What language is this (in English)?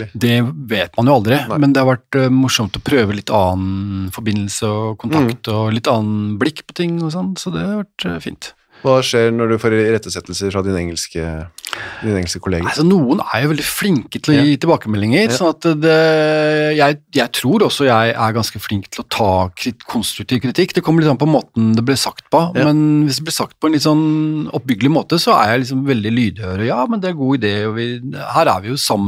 Norwegian